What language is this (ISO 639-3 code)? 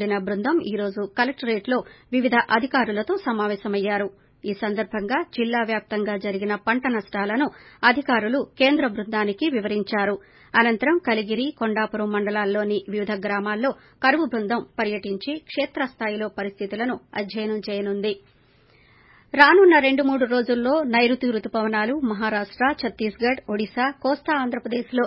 tel